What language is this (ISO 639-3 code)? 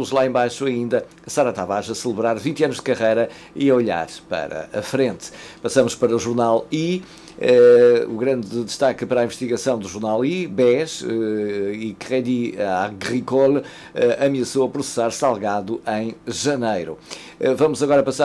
por